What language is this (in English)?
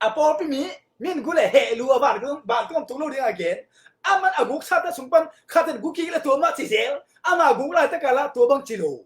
Tedim Chin